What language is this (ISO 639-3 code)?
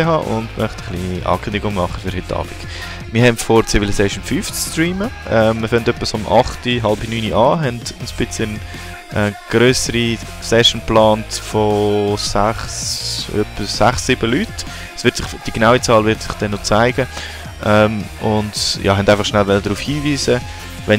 gsw